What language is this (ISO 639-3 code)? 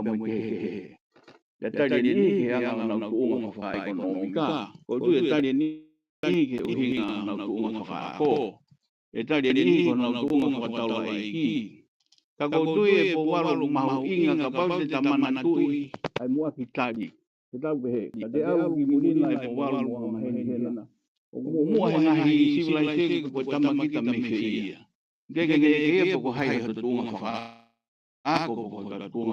ton